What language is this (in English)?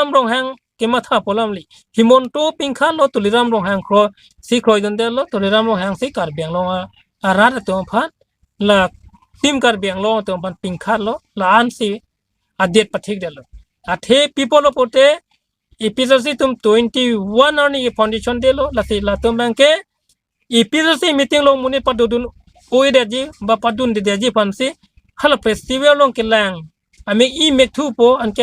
Karbi